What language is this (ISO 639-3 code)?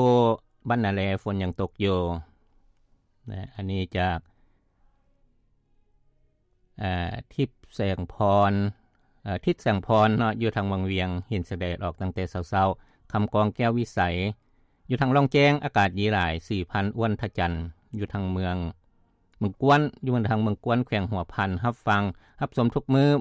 lao